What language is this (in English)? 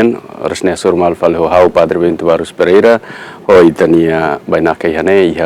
Tetum